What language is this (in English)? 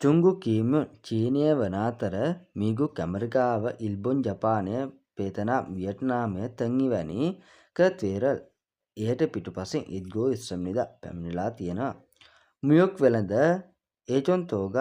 Sinhala